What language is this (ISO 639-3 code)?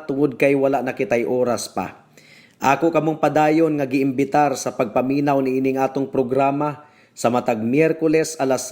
ceb